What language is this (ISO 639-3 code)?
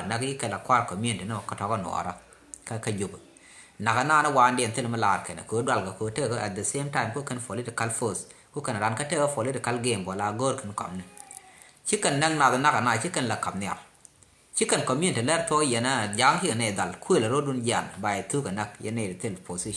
nus